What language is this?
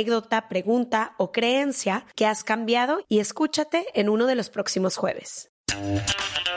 Spanish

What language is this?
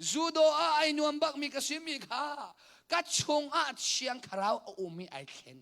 Hakha Chin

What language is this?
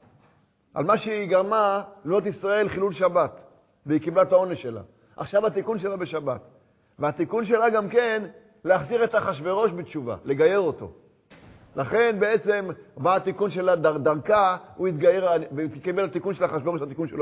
Hebrew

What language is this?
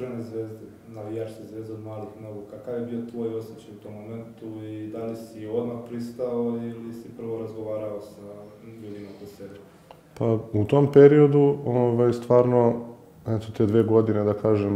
Serbian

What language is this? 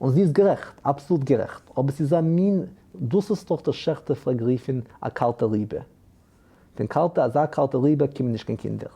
Yiddish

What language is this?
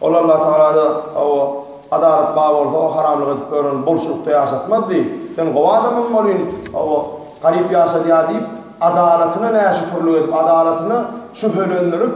Turkmen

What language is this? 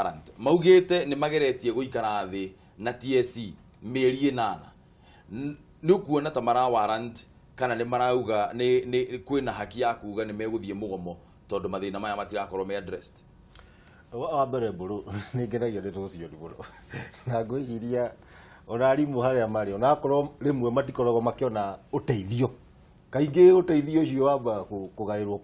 Kikuyu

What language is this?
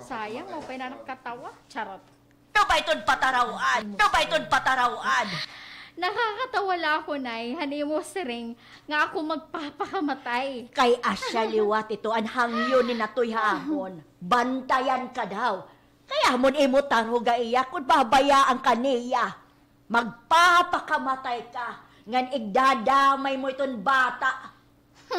Waray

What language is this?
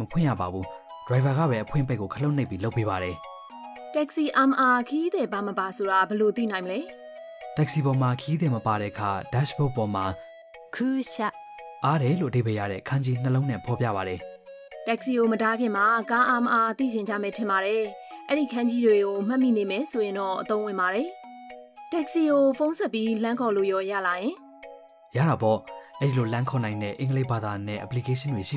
Burmese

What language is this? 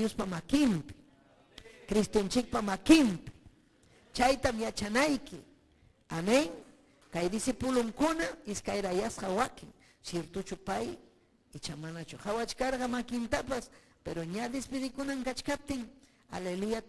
Ayacucho Quechua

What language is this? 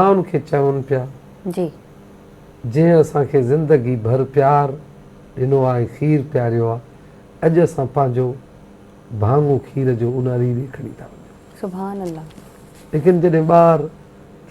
Sindhi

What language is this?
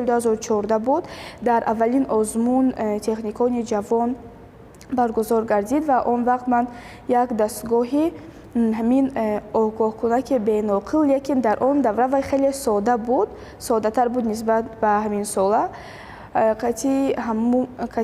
Tajik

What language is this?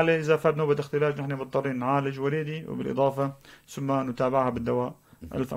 North Levantine Arabic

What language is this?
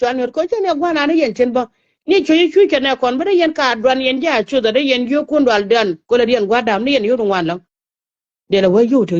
Nuer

